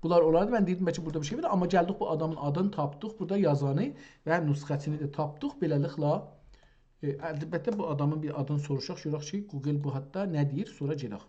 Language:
South Azerbaijani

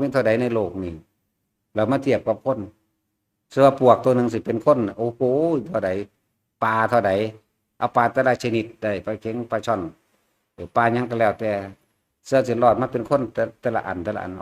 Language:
Northeastern Thai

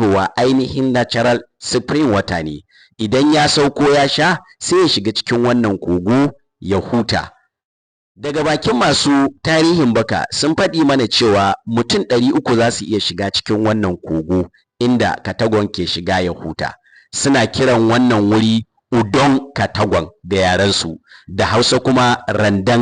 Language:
Hausa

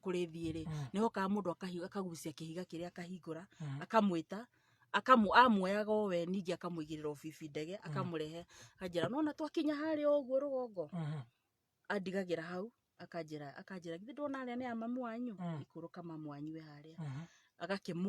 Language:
Kikuyu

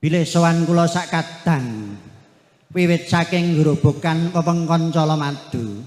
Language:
Javanese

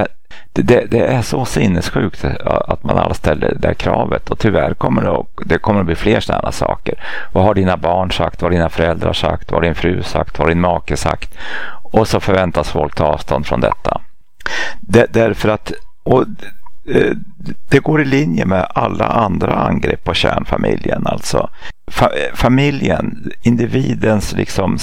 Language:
Swedish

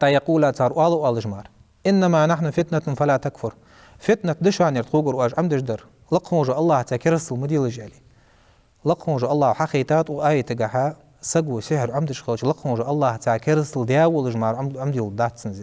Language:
Ingush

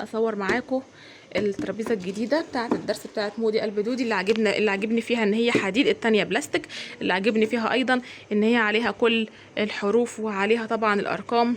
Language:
Egyptian Arabic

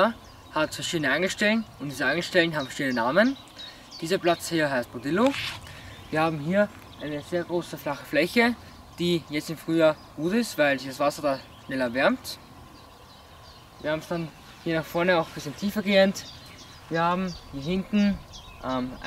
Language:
German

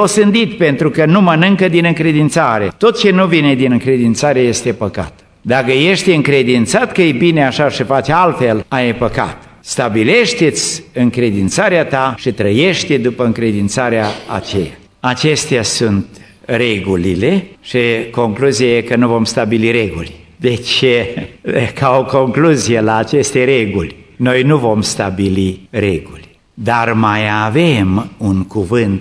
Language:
Romanian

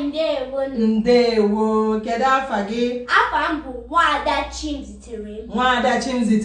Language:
Igbo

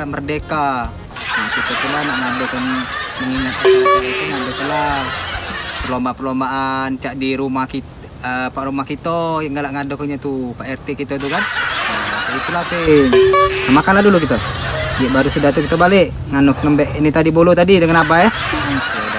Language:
Musi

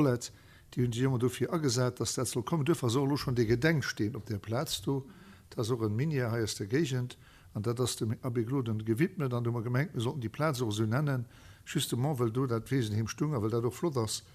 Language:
Luxembourgish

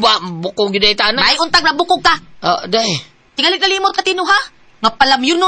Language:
Cebuano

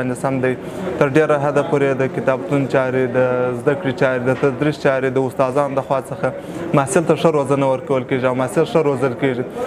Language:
Pashto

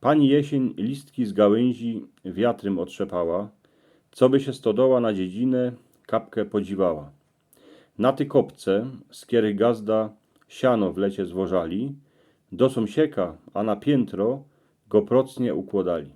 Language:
Silesian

